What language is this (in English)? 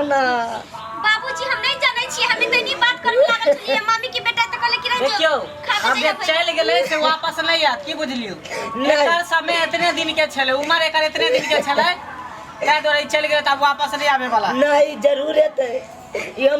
Maithili